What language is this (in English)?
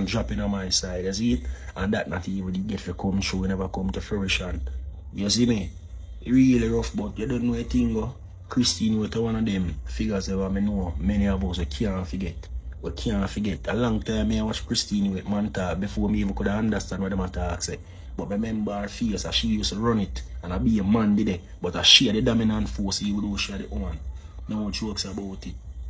Jamaican Creole English